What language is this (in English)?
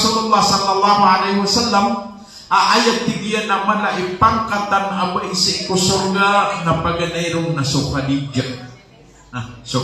Maranao